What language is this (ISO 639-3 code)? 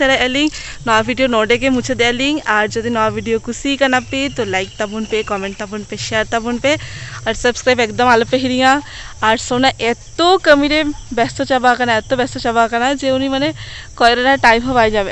sat